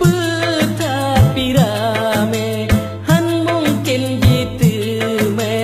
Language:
Achinese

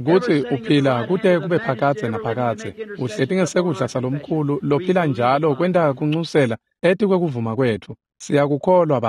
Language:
Swati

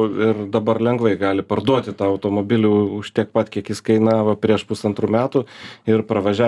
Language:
Lithuanian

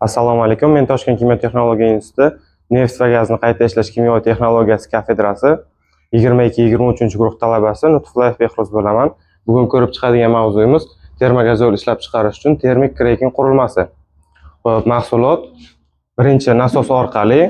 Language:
Uzbek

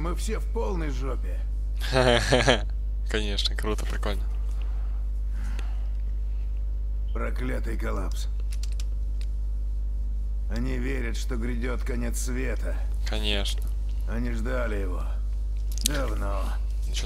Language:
Russian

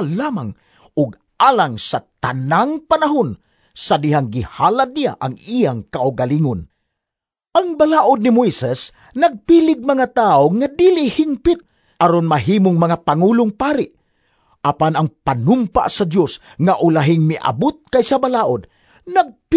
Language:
Cebuano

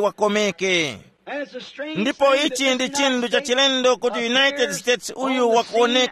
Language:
Tumbuka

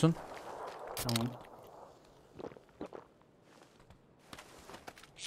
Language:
Turkish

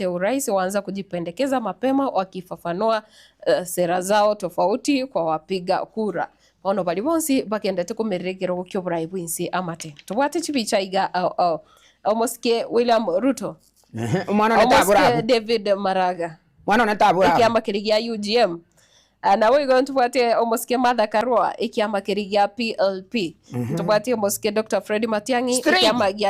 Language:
Gusii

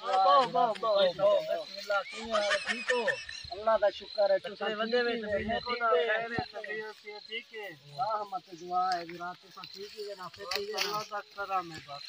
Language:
Saraiki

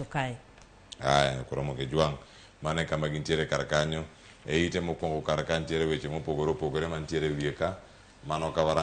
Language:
Luo (Kenya and Tanzania)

